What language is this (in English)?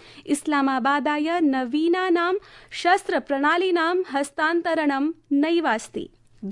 Sanskrit